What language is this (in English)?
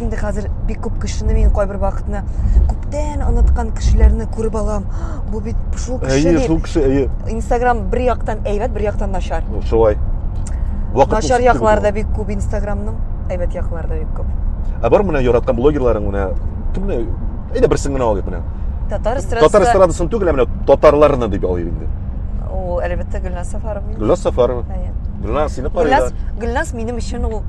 Tatar